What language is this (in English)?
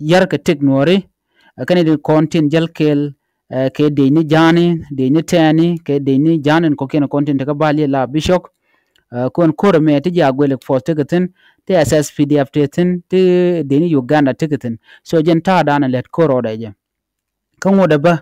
Nuer